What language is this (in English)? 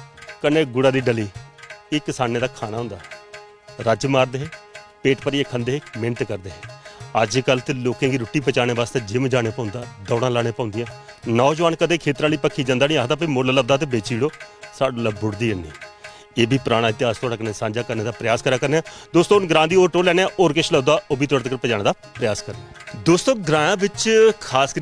Dogri